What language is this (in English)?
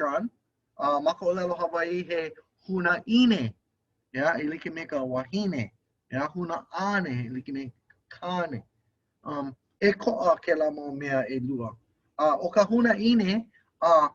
Hawaiian